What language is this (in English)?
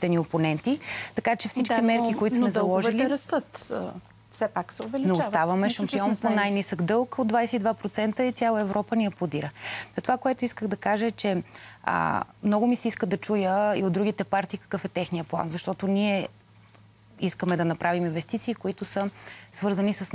Bulgarian